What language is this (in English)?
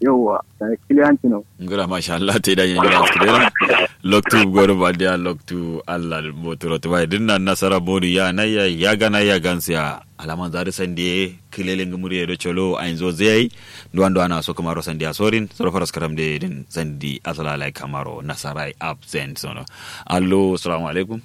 Kanuri